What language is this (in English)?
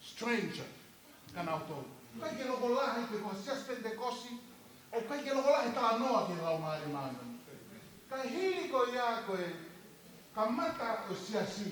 Tongan